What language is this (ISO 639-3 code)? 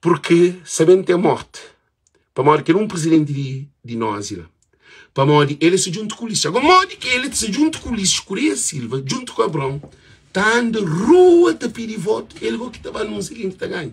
kea